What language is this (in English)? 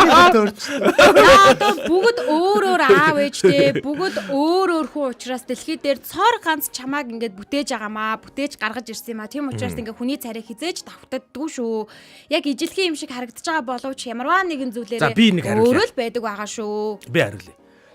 Mongolian